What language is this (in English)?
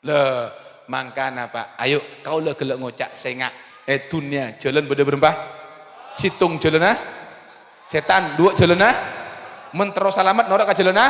Madurese